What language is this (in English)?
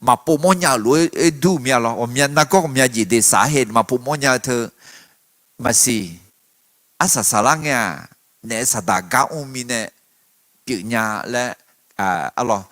Akha